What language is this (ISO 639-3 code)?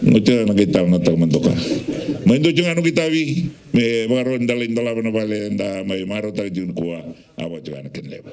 fij